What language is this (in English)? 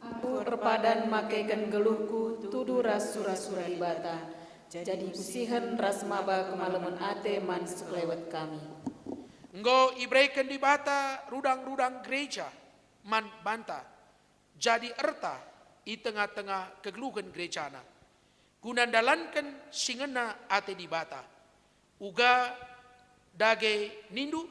Batak Karo